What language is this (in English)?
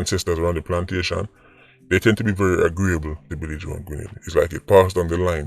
Jamaican Creole English